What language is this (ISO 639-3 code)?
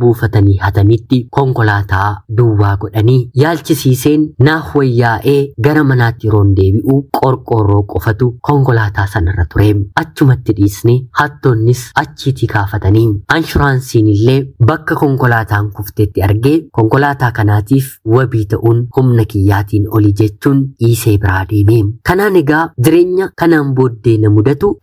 orm